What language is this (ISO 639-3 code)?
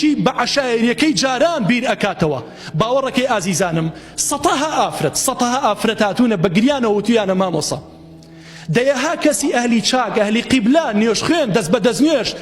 ckb